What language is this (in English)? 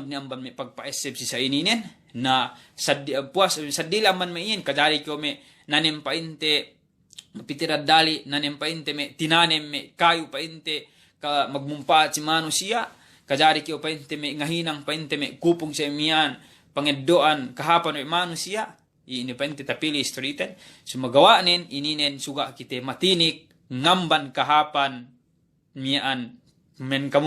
Yakan